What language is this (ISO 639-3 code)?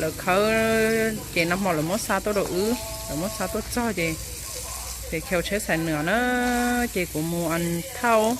hmn